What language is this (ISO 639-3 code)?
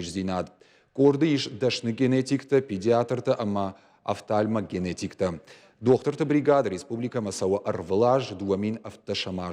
oss